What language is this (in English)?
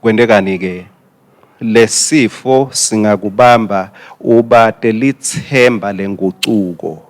Swati